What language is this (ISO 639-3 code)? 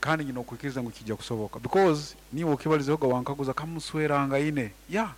nyn